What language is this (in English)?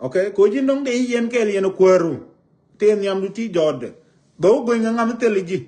Nuer